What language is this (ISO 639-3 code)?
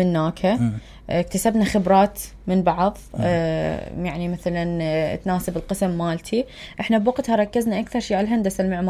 acm